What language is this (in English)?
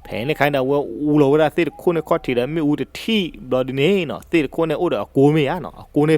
S'gaw Karen